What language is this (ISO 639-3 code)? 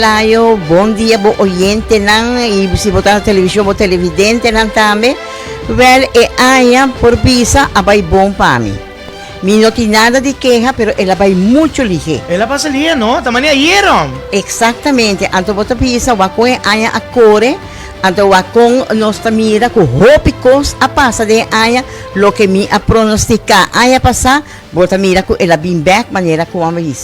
pap